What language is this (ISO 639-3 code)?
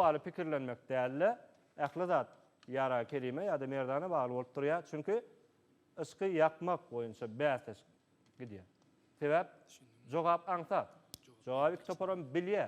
tuk